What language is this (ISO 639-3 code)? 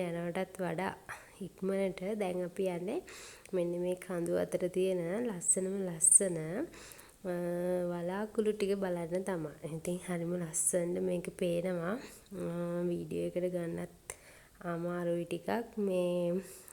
sin